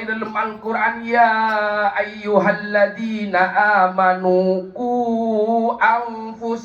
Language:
Madurese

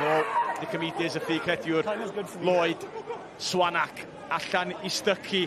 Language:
Welsh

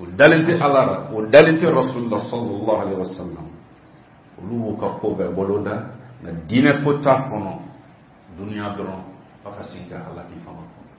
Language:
Bambara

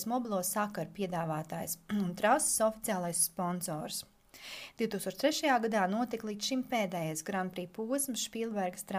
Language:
Latvian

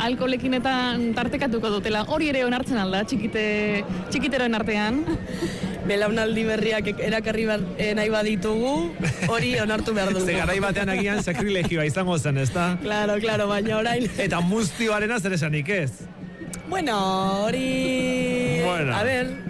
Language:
Basque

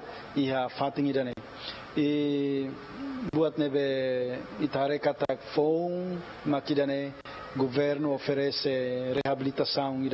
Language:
Tetum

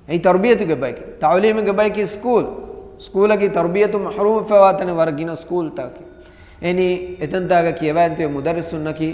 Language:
Divehi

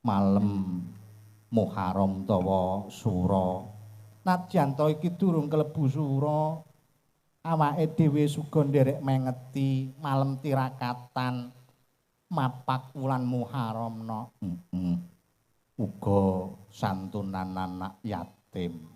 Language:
Javanese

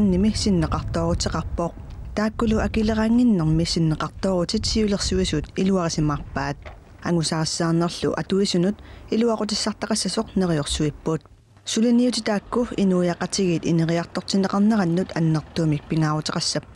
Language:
Kalaallisut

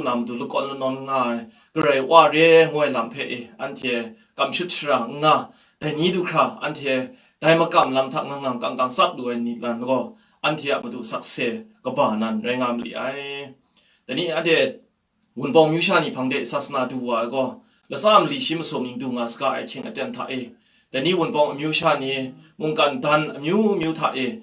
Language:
Kachin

